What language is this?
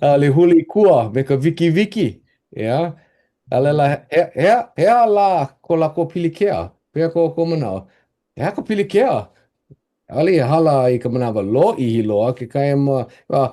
Hawaiian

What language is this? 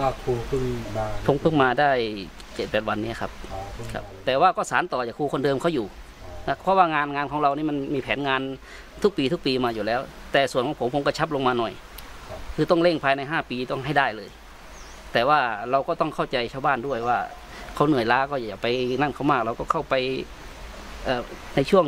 Thai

